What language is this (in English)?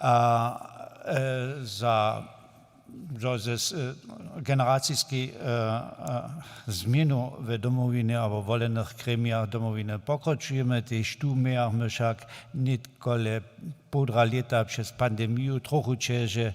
Upper Sorbian